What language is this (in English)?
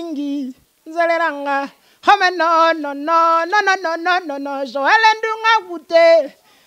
Lingala